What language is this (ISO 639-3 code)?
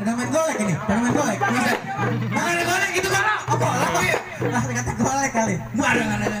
bew